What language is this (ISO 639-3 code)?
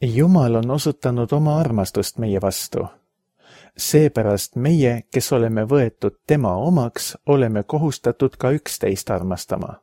est